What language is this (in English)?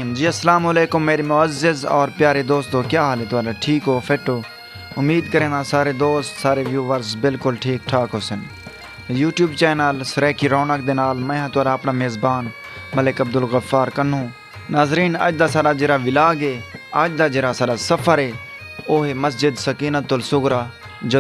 Saraiki